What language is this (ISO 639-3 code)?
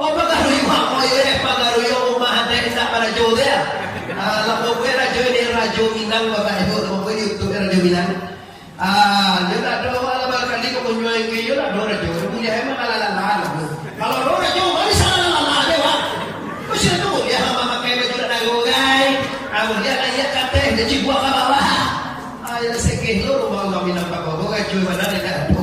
min